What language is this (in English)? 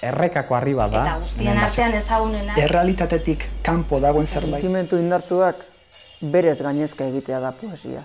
Basque